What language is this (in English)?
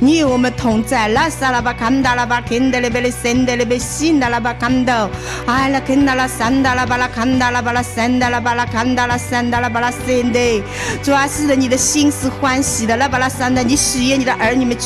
Chinese